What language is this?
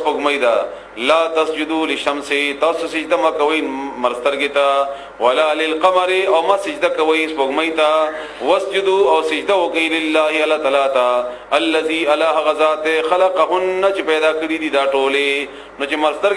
Pashto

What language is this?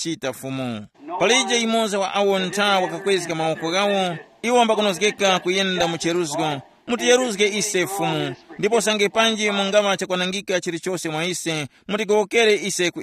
Tumbuka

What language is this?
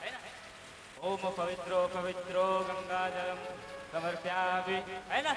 Chhattisgarhi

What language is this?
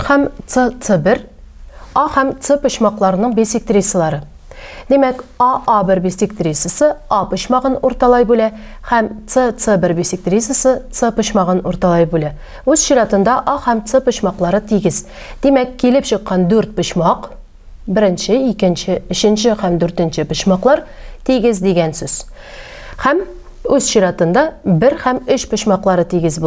Tatar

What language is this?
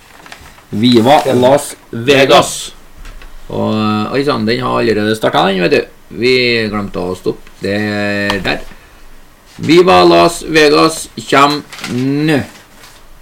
Norwegian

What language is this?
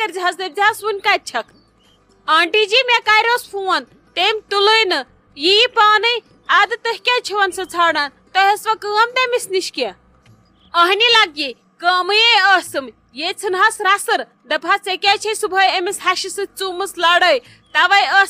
Kashmiri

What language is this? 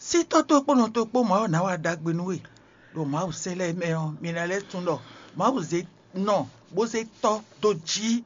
Fon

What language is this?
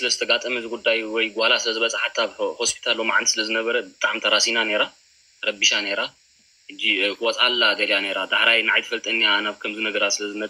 Tigrinya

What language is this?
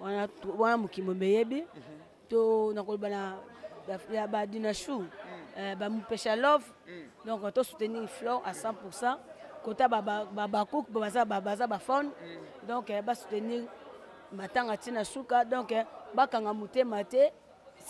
Lingala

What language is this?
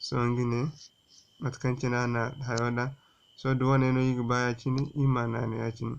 Zarma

